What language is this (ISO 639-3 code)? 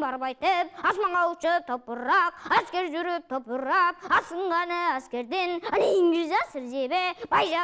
kir